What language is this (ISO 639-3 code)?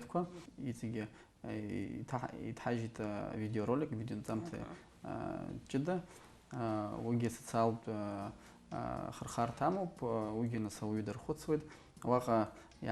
abk